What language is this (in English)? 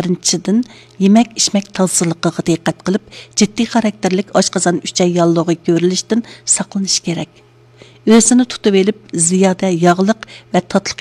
Uyghur